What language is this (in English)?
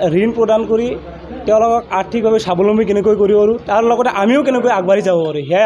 Assamese